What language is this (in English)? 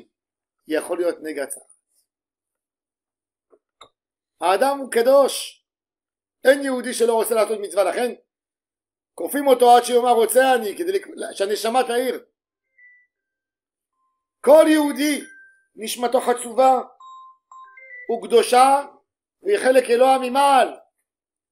Hebrew